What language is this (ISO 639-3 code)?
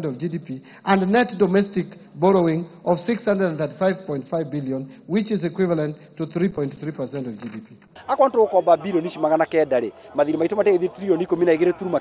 kik